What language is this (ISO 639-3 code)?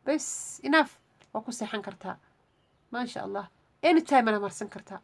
som